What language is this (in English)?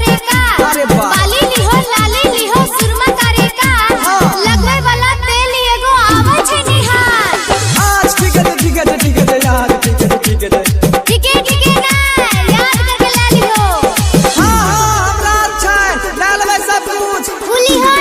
Maithili